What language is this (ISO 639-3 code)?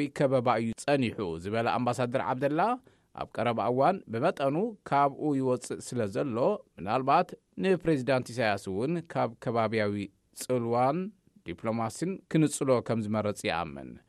tir